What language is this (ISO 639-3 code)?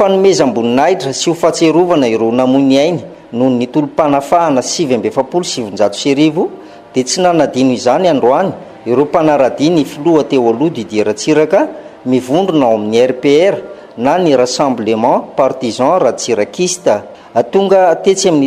mlg